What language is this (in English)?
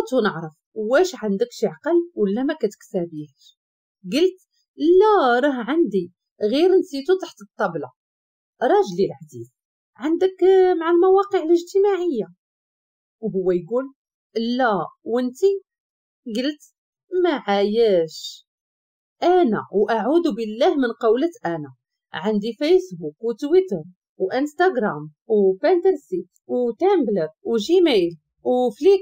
Moroccan Arabic